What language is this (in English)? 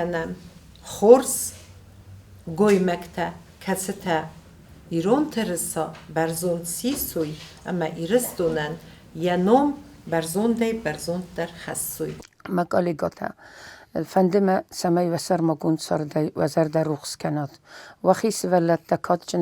Ossetic